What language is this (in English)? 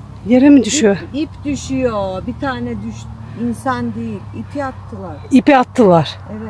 Turkish